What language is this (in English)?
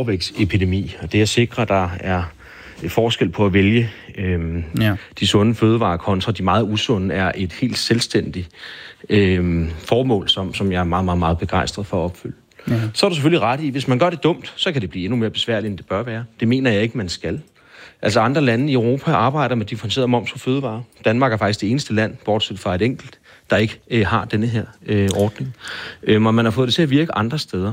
Danish